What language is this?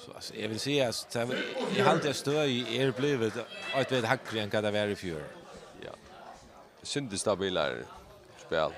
Faroese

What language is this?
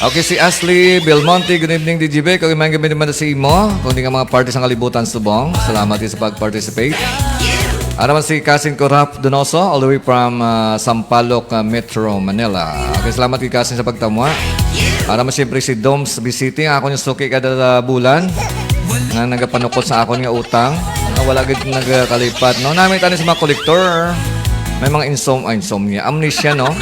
Hiligaynon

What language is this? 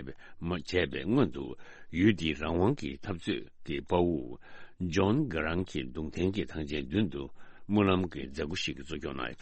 Tibetan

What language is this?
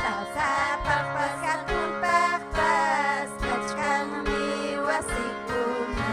Ayacucho Quechua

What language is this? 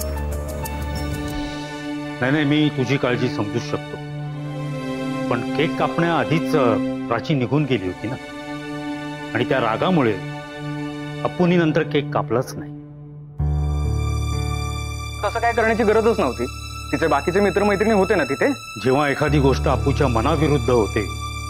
Marathi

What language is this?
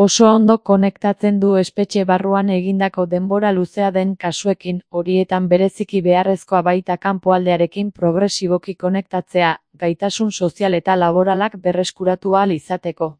Basque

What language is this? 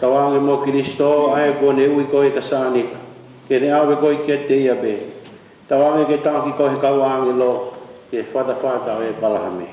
Tongan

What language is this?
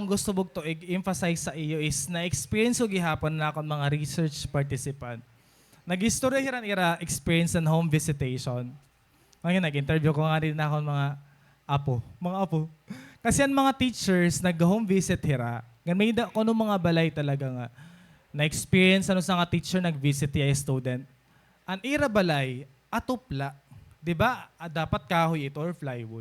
Waray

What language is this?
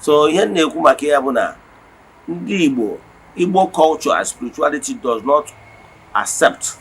Igbo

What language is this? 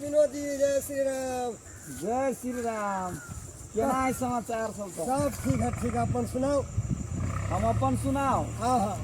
Maithili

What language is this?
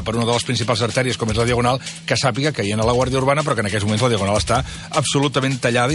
Catalan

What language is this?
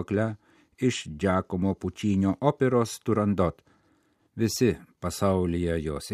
Lithuanian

